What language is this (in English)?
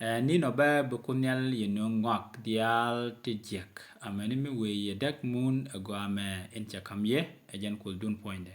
Nuer